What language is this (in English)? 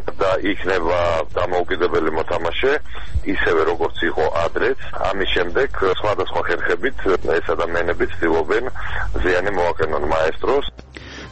Georgian